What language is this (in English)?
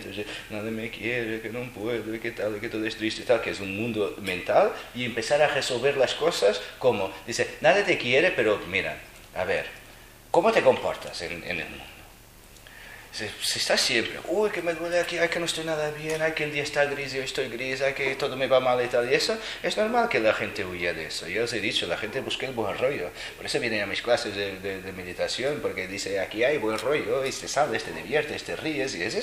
Spanish